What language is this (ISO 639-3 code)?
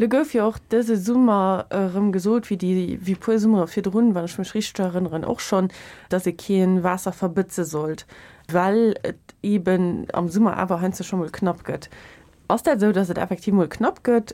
ltz